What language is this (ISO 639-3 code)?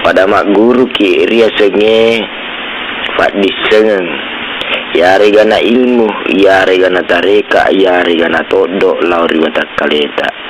bug